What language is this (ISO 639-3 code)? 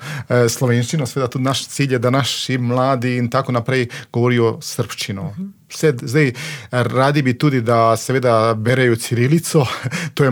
slv